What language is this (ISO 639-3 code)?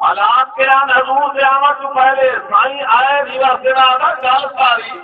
skr